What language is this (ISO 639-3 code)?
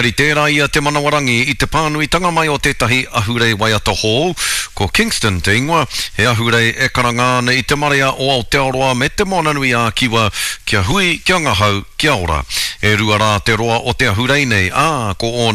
mri